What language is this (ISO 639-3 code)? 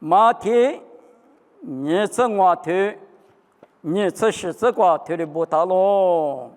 lis